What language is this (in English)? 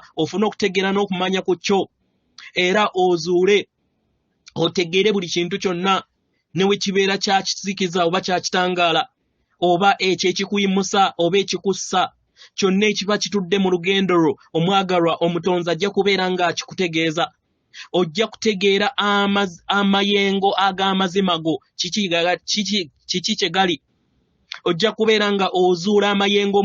Ganda